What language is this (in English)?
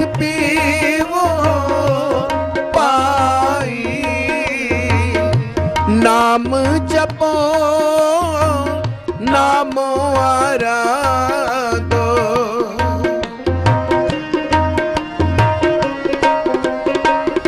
Punjabi